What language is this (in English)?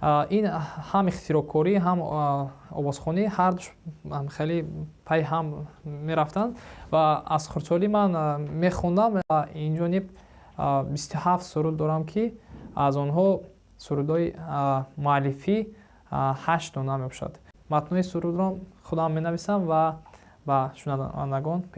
Tajik